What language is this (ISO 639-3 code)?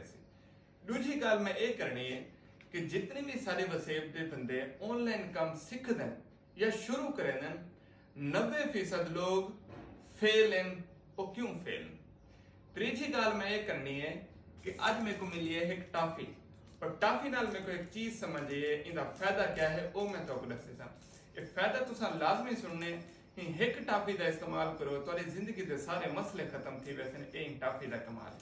skr